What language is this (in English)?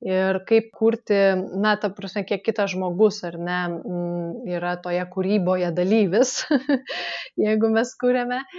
Lithuanian